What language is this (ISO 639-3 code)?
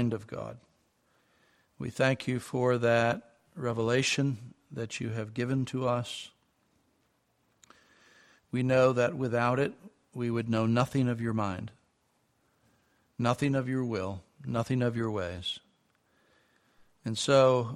eng